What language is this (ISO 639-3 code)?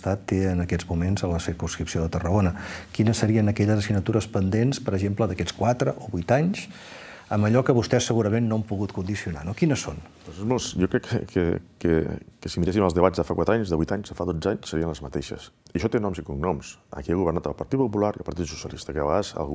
cat